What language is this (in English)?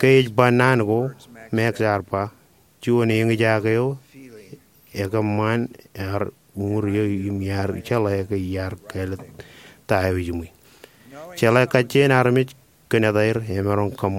Marshallese